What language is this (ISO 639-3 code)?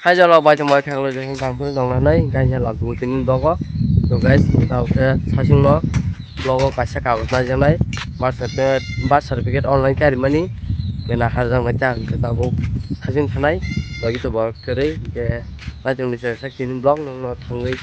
trp